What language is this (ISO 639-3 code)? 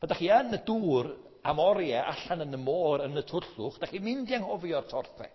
cym